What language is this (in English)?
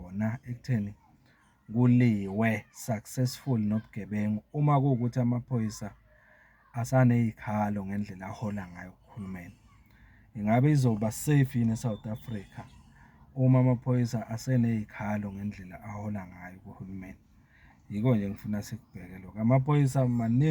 Zulu